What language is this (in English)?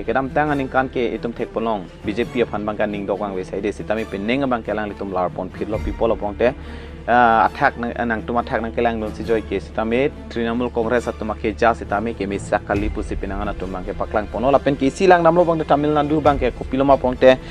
Karbi